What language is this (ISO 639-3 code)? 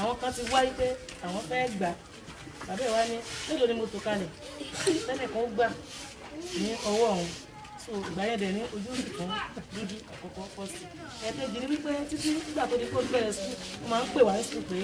yor